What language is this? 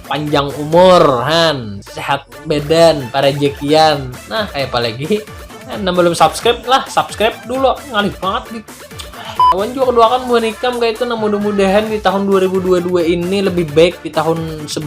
Banjar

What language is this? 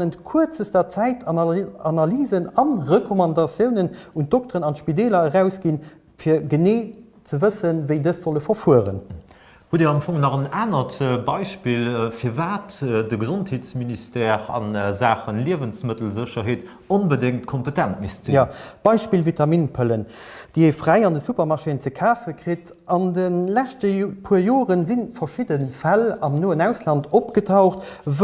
Luxembourgish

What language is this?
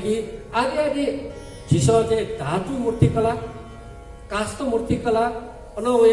Newari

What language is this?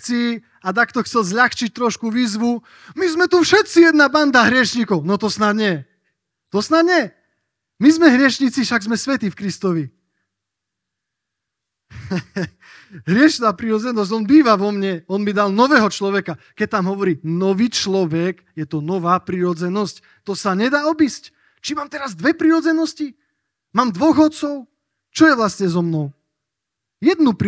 Slovak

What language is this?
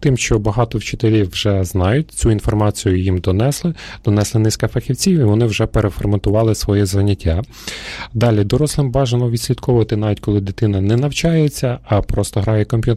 Ukrainian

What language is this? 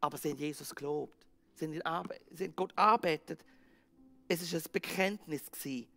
Swiss German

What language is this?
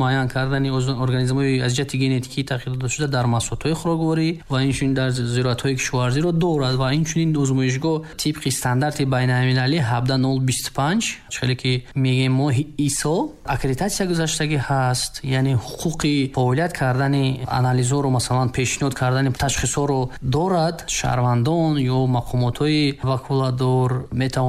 Tajik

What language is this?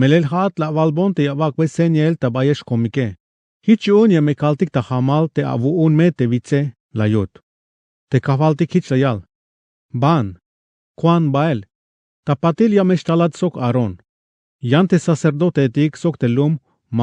Tzeltal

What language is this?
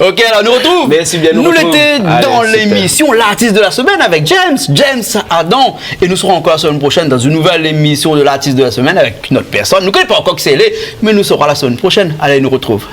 Réunion Creole French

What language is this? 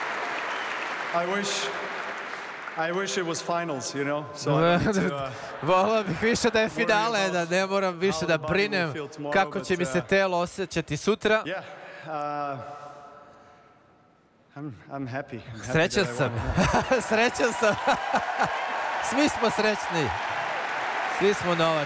Serbian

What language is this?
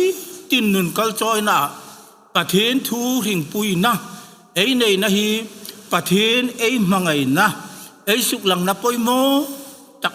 Hmar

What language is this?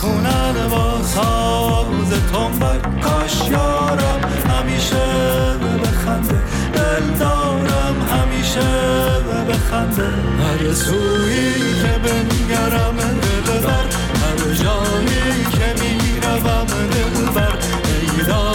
Persian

